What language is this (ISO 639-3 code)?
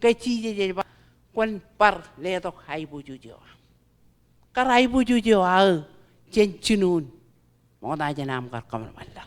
mah